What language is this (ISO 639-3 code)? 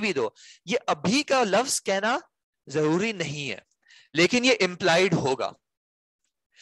urd